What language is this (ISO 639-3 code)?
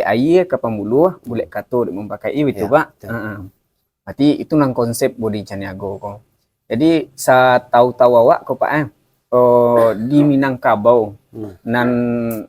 min